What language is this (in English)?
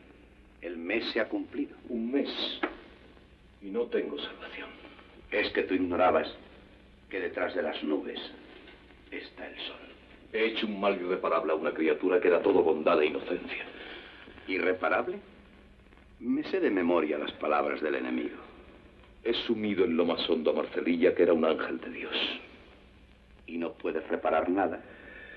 Spanish